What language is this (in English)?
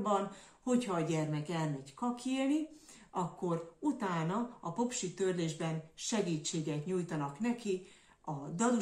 Hungarian